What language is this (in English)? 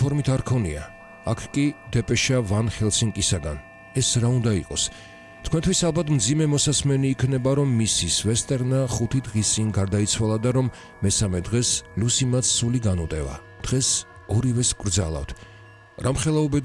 Georgian